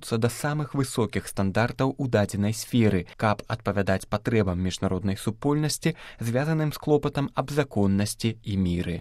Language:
Belarusian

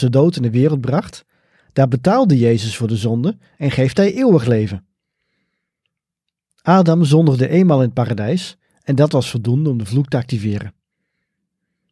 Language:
Dutch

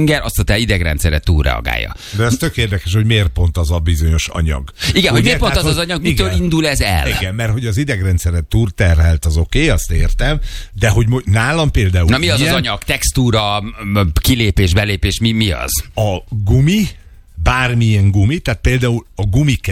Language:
Hungarian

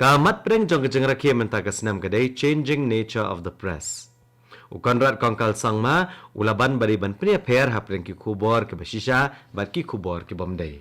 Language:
Khasi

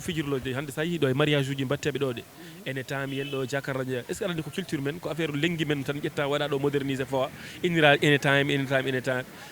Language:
Fula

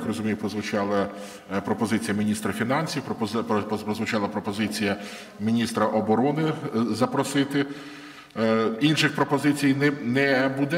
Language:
Ukrainian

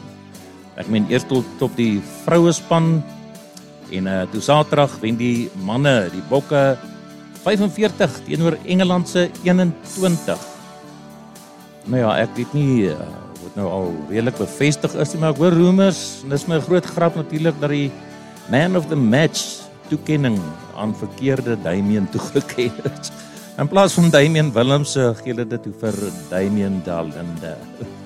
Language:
Afrikaans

